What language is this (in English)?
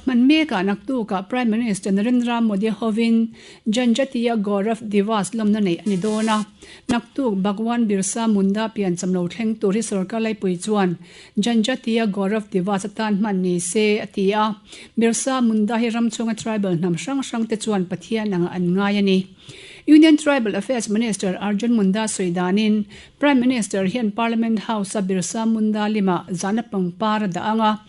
Mizo